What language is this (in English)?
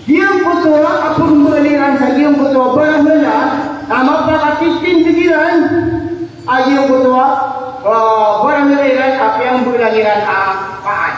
Maranao